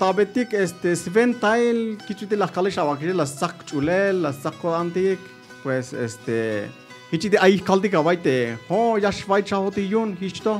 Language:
Tzeltal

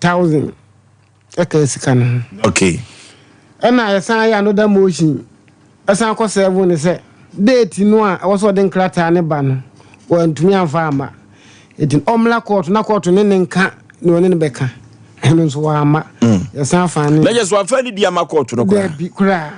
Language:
Akan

